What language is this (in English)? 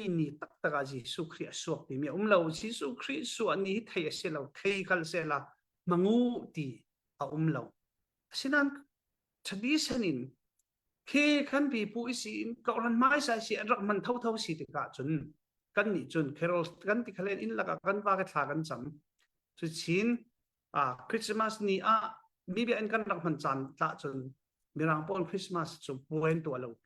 Falam Chin